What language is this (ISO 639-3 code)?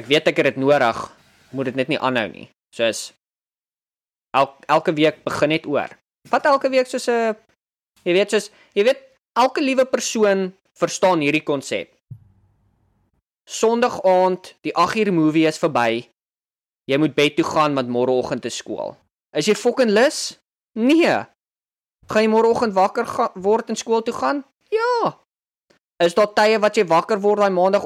afr